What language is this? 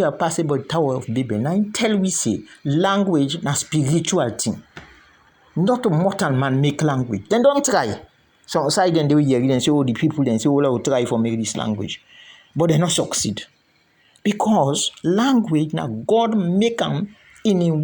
Krio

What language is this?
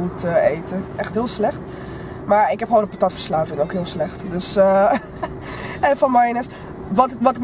Dutch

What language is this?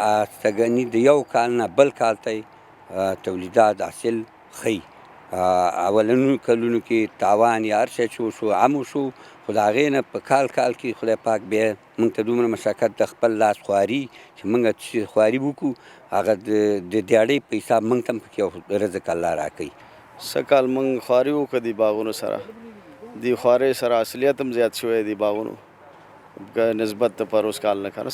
Pashto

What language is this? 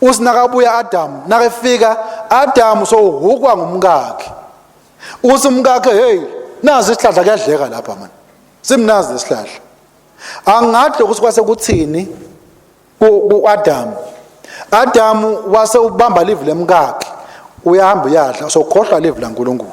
Swati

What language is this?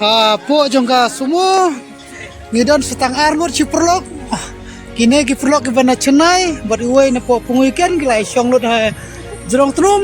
Khasi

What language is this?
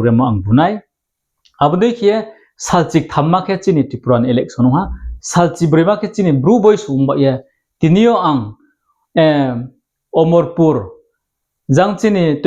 Riang (India)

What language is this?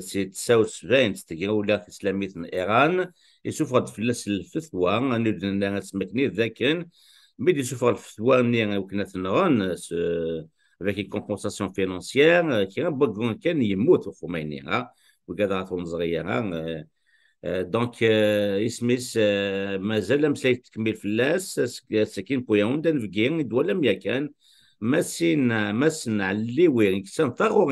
Kabyle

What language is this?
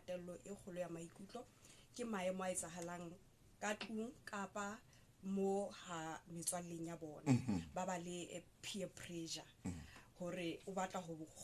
Southern Sotho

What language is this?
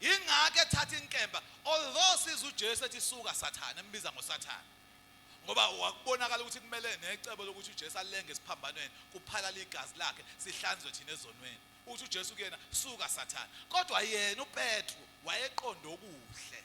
Zulu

